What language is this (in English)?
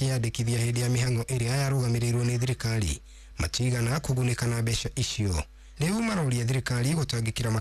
Kikuyu